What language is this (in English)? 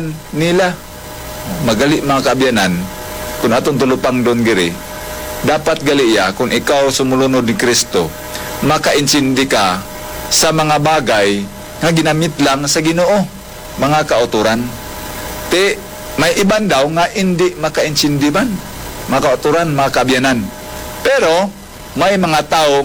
Hiligaynon